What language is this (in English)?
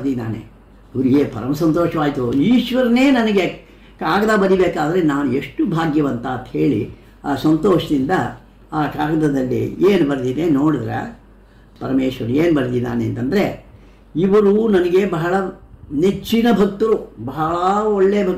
Kannada